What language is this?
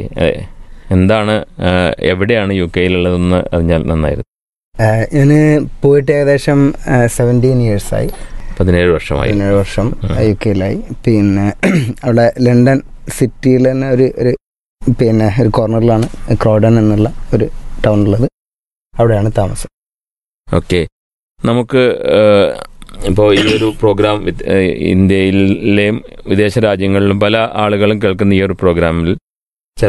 Malayalam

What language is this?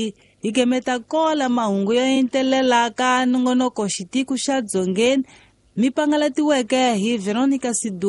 Tsonga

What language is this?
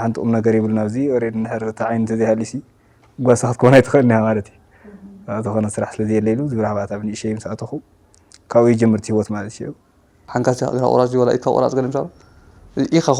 Tigrinya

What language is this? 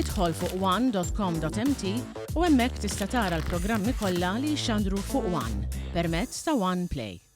Maltese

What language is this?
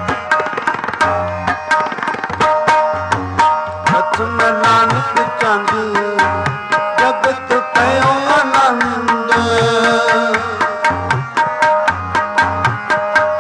Punjabi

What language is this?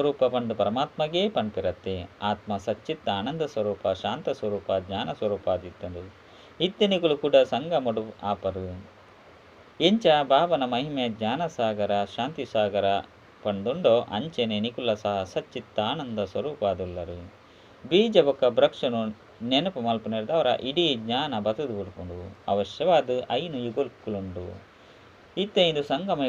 Tulu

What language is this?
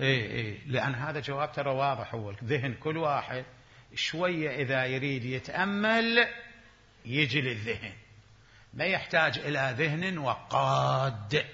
Mesopotamian Arabic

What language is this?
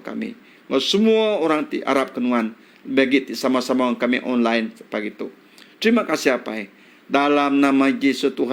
Iban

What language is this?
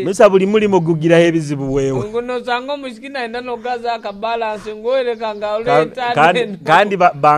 Nyoro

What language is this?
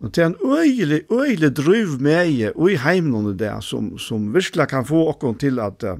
Faroese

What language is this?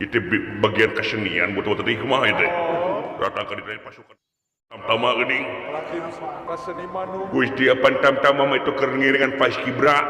Sundanese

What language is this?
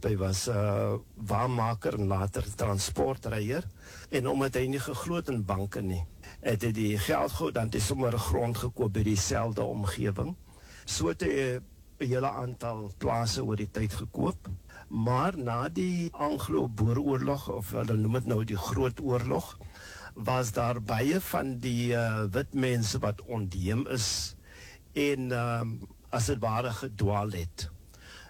Afrikaans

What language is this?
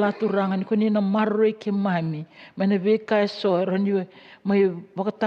Fijian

